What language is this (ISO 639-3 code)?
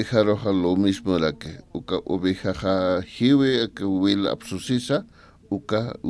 aym